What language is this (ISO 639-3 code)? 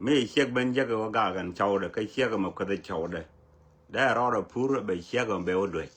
nus